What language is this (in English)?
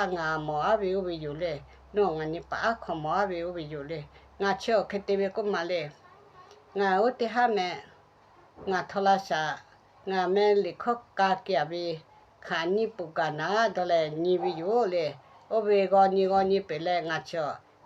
Lahu